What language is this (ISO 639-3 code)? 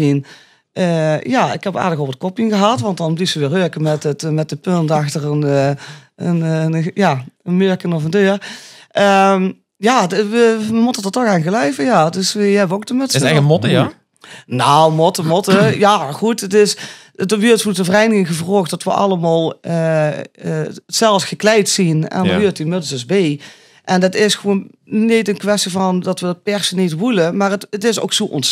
lim